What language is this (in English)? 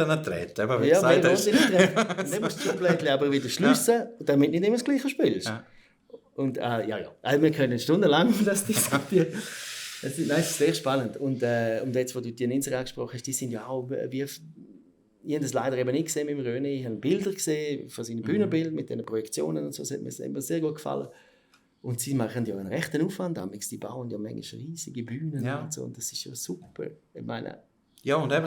Swiss German